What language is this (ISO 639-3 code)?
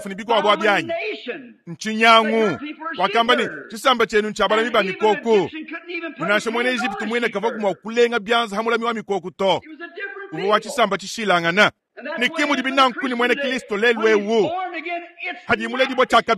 lua